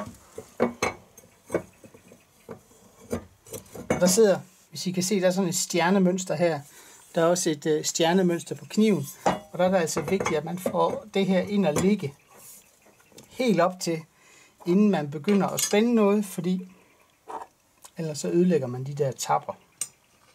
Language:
Danish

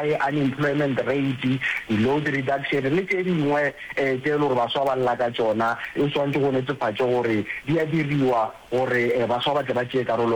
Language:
Northern Sotho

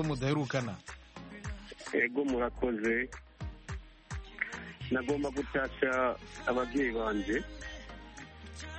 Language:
Kinyarwanda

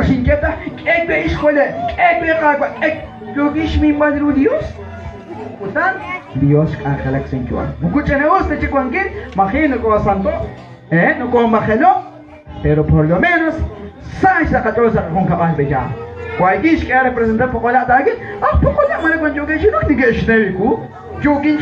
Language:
Kekchí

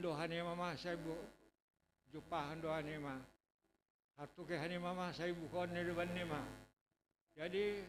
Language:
Batak Simalungun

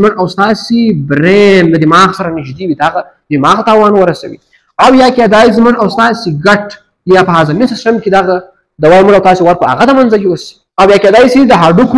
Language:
Pashto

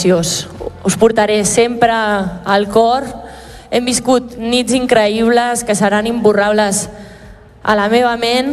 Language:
Catalan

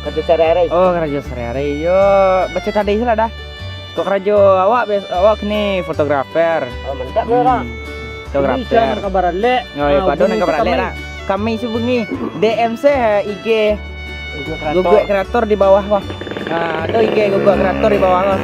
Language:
Minangkabau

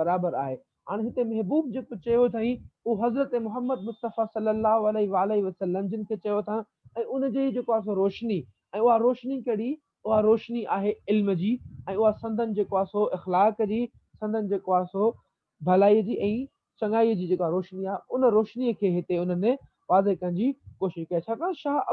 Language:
Sindhi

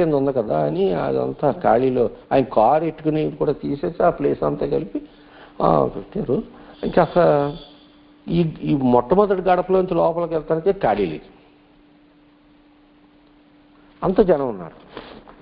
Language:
Telugu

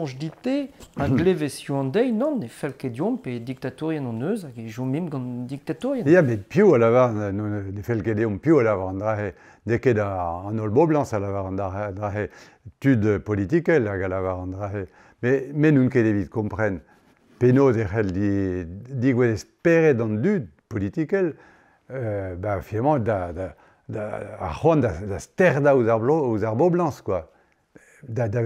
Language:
Breton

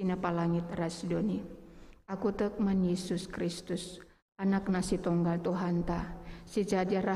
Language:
Batak Karo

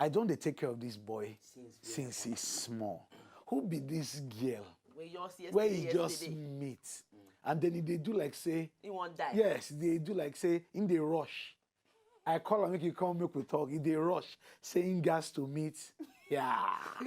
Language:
Nigerian Pidgin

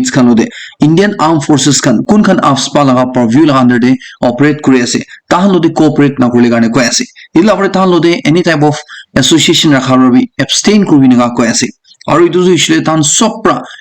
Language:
Naga Pidgin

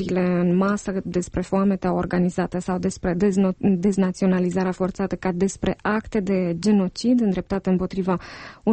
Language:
Romanian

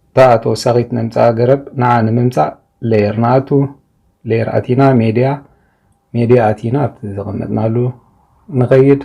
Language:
Tigrinya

